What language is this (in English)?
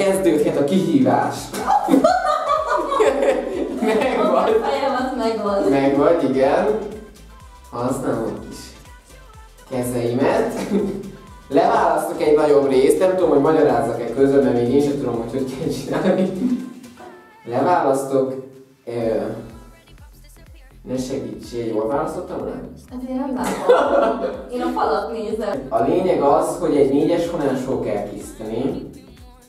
Hungarian